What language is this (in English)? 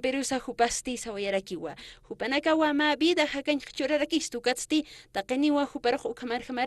Aymara